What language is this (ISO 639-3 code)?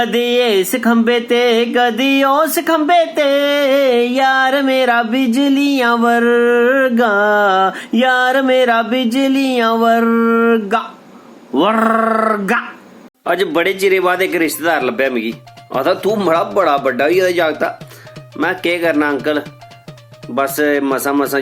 doi